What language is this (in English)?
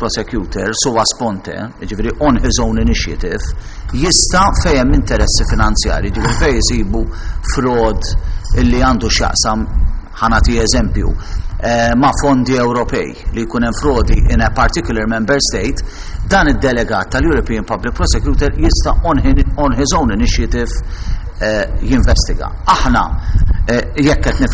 Maltese